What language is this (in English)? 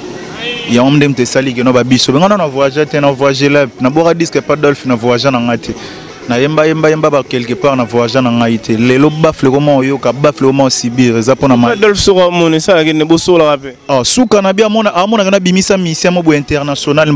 Lingala